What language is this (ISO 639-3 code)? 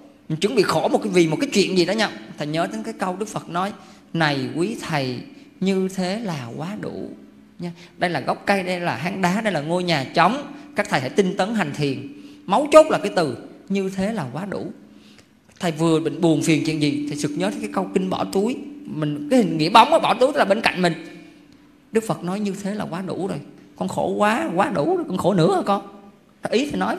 vie